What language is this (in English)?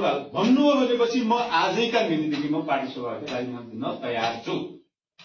Nepali